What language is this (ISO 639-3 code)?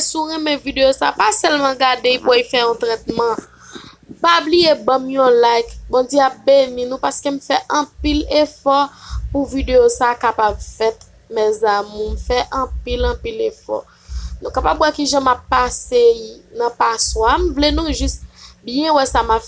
hat